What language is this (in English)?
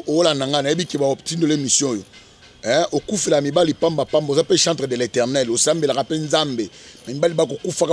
Lingala